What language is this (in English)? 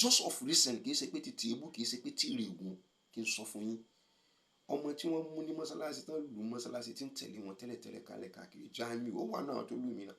Yoruba